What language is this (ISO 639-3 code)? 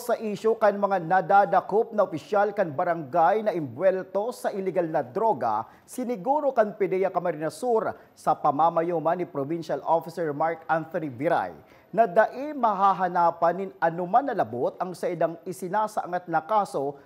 bik